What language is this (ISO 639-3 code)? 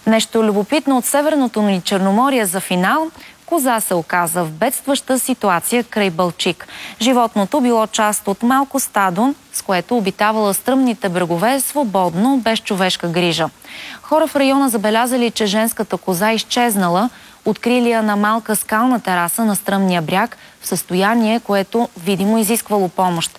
bul